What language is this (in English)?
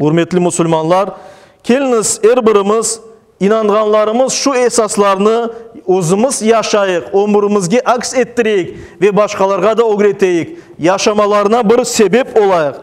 Crimean Tatar